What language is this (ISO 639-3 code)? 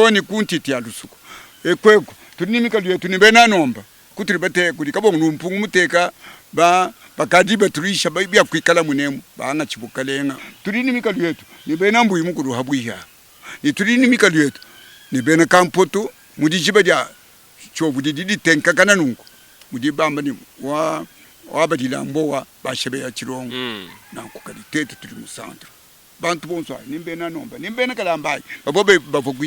lua